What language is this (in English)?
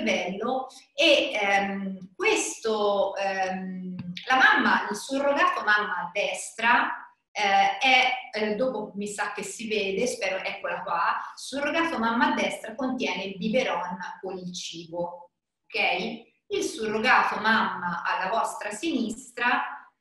Italian